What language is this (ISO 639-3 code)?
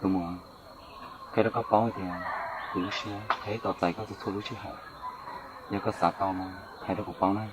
hmn